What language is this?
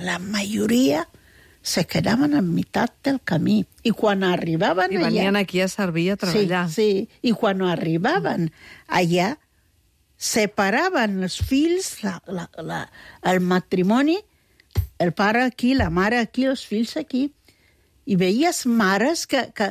Catalan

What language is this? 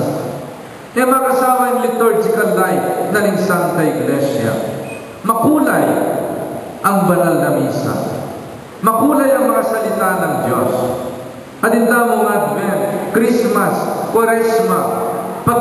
Pampanga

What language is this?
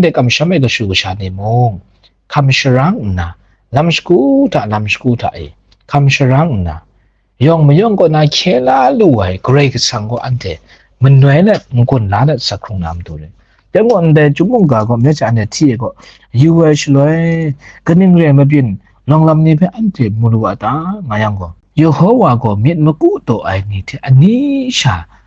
Kachin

